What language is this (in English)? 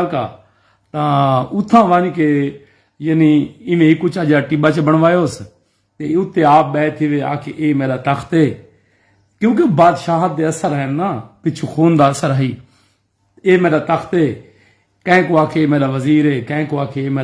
Saraiki